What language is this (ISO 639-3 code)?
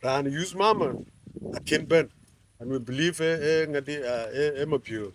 din